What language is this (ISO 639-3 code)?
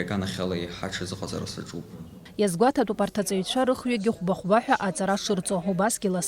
abk